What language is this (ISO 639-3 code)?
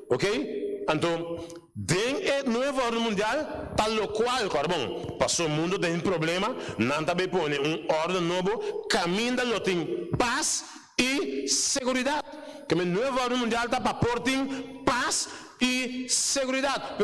pap